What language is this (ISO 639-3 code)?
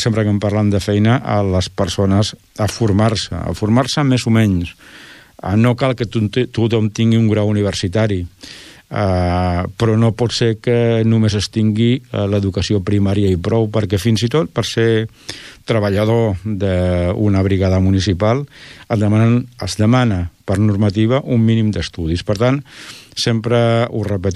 cat